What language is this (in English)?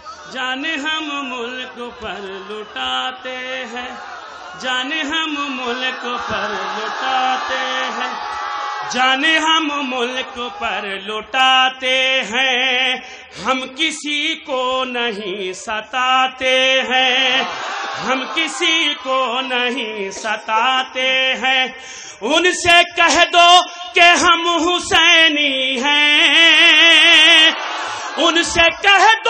Urdu